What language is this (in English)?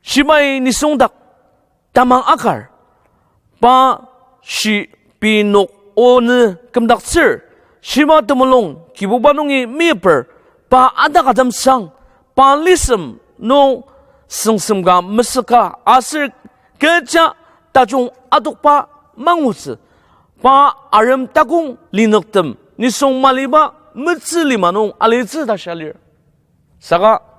Ao Naga